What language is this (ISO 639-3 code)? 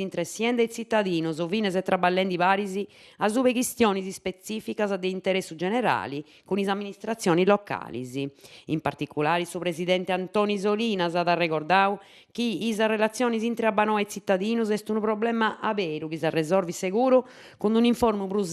srd